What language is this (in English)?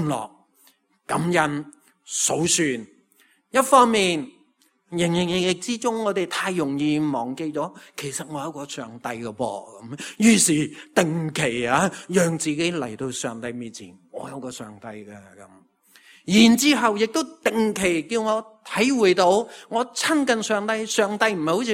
Cantonese